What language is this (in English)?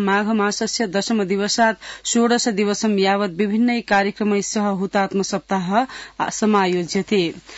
Sanskrit